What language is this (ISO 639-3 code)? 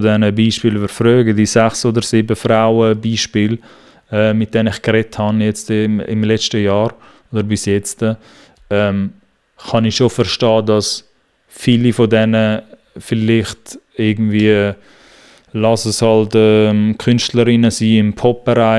gsw